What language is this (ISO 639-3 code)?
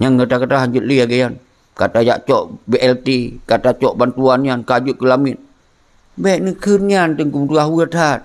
ace